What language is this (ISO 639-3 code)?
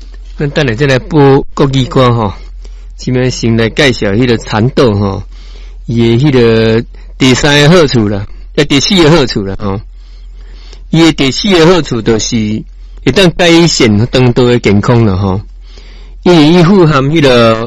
nan